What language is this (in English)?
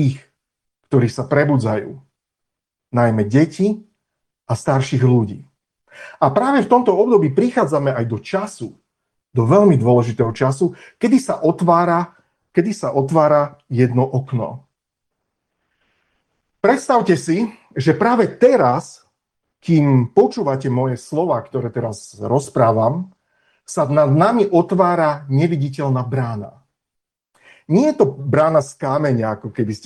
Slovak